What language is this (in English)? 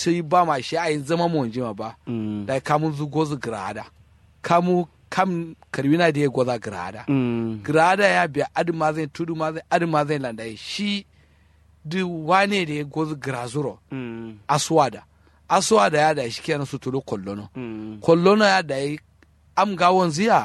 Kanuri